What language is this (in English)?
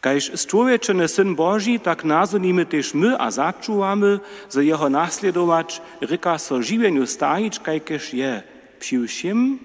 Upper Sorbian